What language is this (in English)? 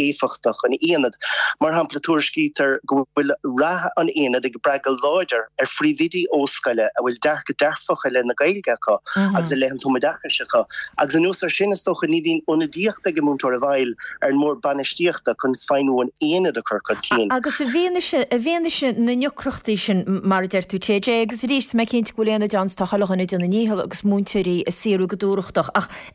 Irish